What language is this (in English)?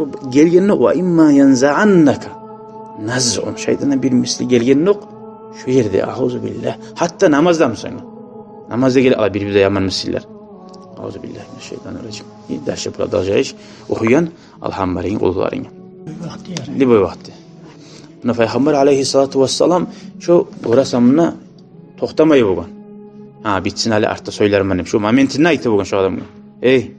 Kumyk